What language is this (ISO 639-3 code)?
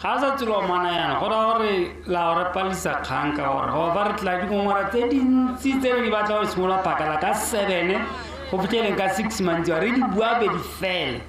tsn